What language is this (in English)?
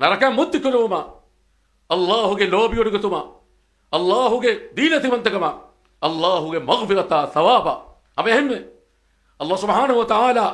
Divehi